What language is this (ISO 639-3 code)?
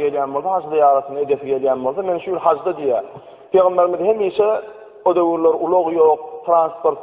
tuk